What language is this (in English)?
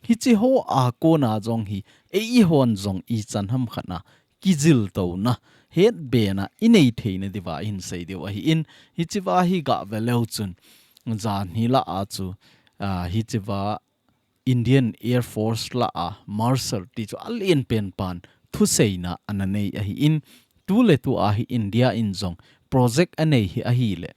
Thado Chin